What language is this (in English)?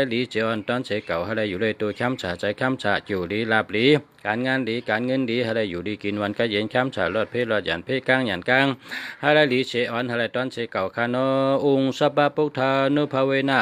Shan